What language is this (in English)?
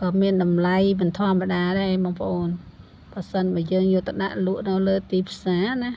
Khmer